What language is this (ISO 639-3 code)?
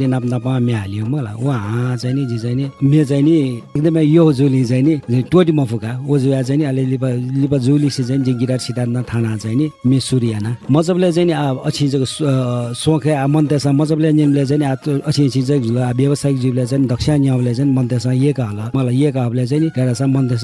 new